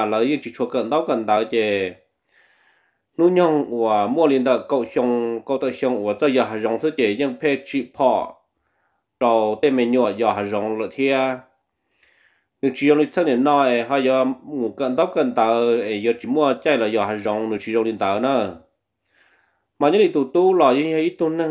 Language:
Vietnamese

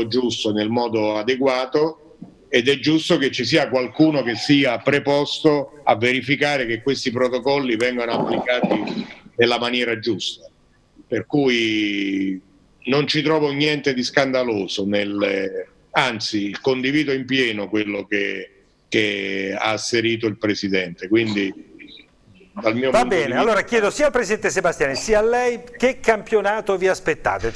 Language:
Italian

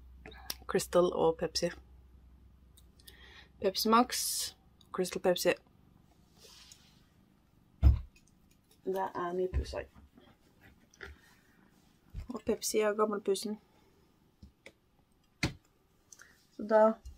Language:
Norwegian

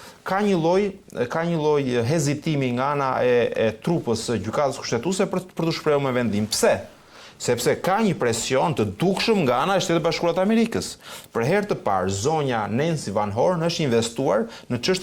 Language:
Albanian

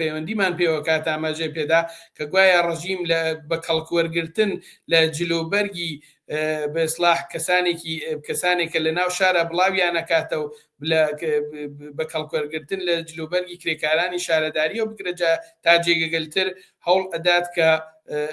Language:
Central Kurdish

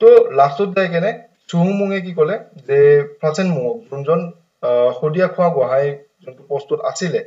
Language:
Assamese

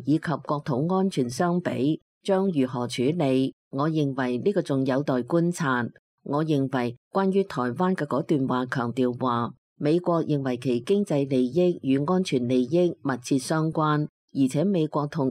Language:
Cantonese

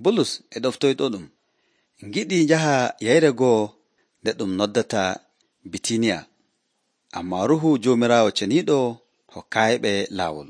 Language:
Nigerian Fulfulde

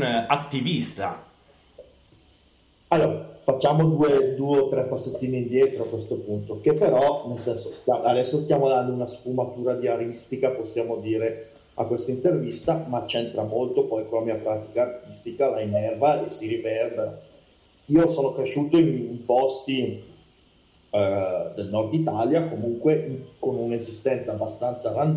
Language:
Italian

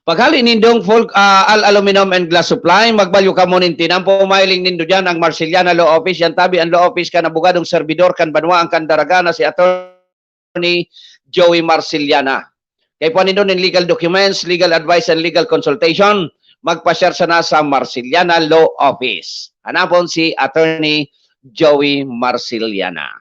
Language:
Bikol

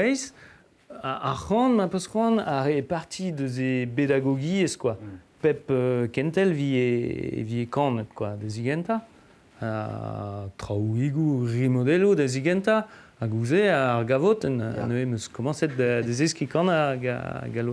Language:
Breton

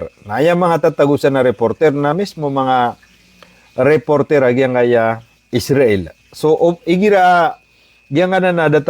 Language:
Maranao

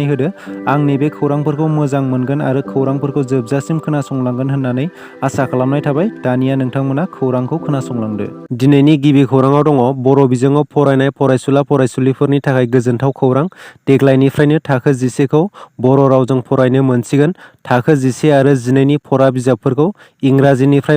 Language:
Bodo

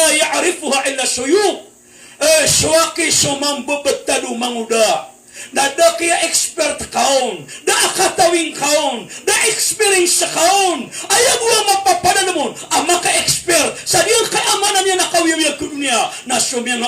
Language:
Maranao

